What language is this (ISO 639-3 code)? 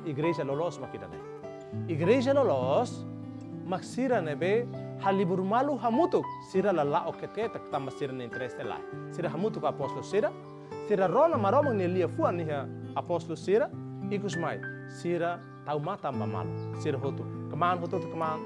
tet